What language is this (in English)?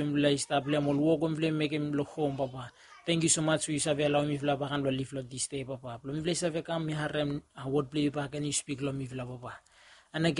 Bislama